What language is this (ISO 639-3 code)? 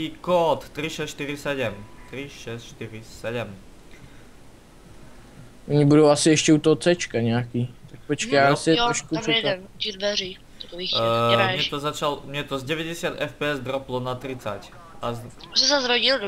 ces